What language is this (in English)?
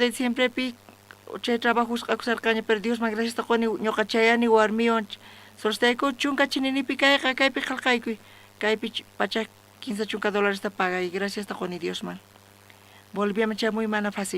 South Bolivian Quechua